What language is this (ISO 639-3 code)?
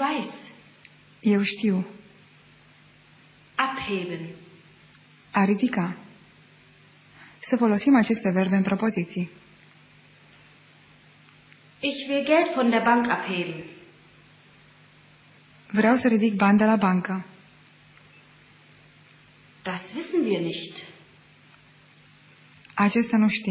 ron